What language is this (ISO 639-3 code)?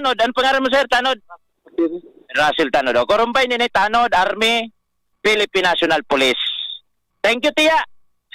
bik